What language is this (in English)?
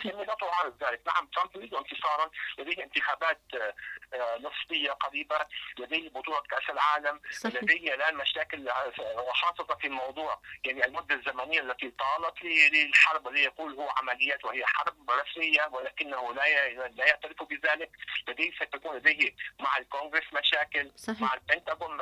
Arabic